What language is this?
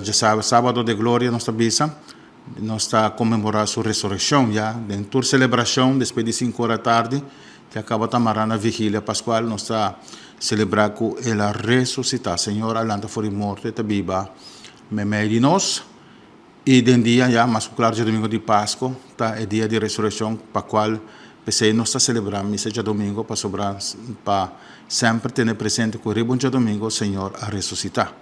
Papiamento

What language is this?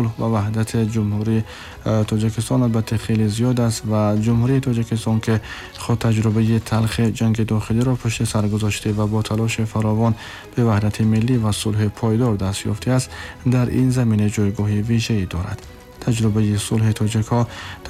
Tajik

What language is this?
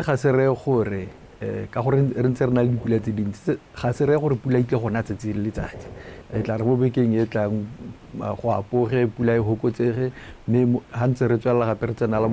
Tswana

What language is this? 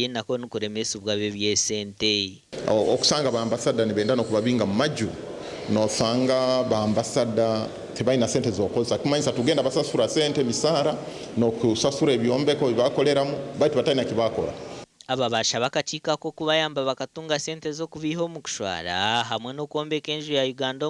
Nyankole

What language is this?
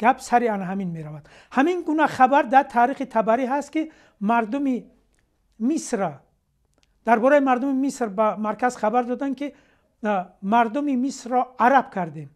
Tajik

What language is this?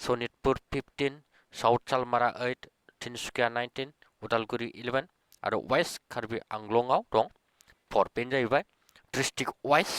Bodo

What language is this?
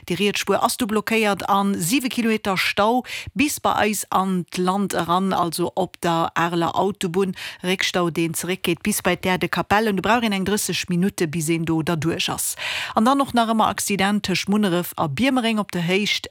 Luxembourgish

